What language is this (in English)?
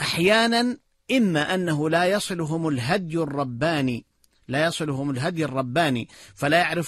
Arabic